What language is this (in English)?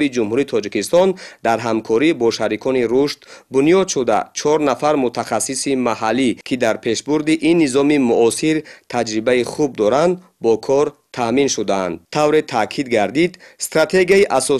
Tajik